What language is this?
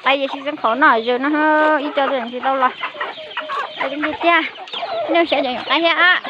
Hmong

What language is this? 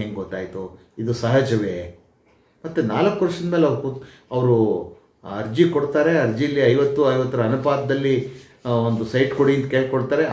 Kannada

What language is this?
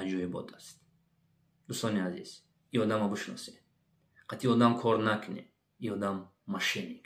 Tajik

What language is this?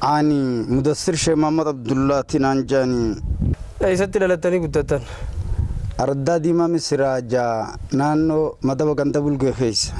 Oromo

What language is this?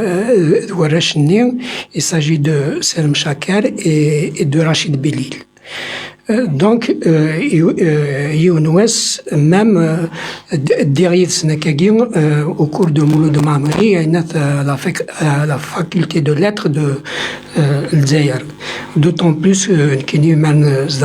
Kabyle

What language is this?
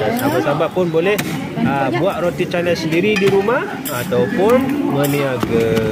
Malay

